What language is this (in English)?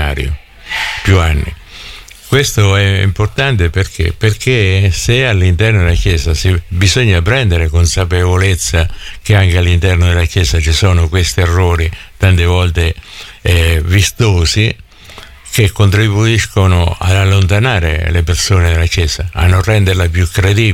Italian